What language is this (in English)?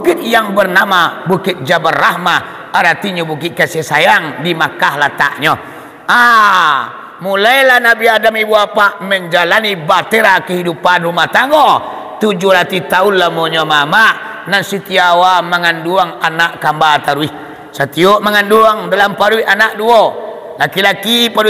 Minangkabau